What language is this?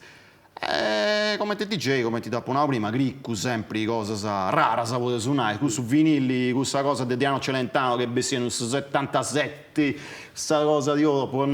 Sardinian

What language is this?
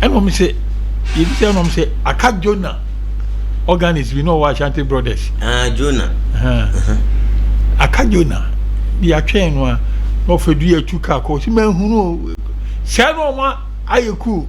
Akan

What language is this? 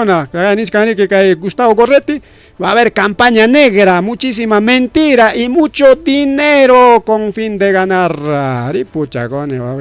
Ayacucho Quechua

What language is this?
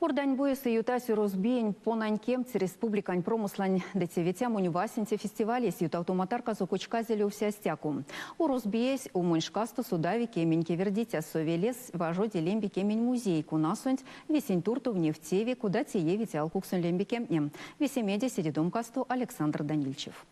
Erzya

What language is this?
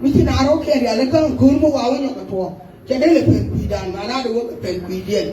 Nuer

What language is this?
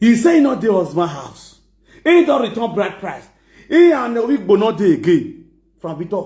Nigerian Pidgin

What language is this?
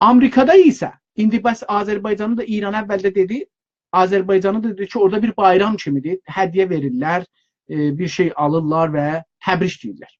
South Azerbaijani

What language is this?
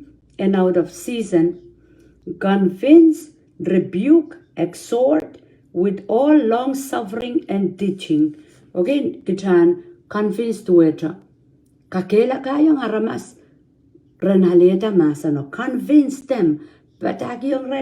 Pohnpeian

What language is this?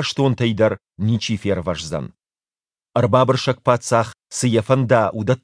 Ossetic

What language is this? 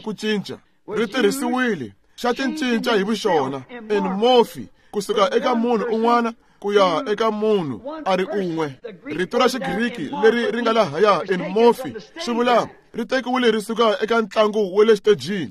Tsonga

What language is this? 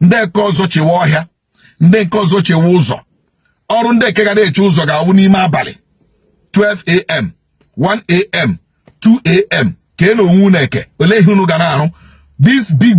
Igbo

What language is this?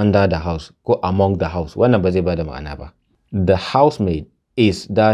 Hausa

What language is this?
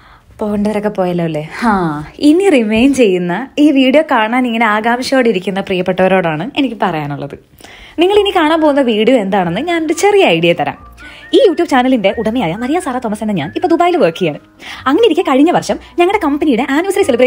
Malayalam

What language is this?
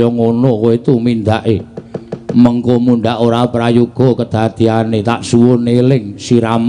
Javanese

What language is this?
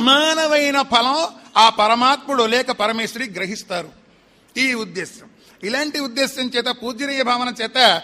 Telugu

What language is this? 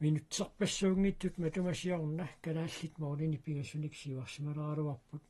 Kalaallisut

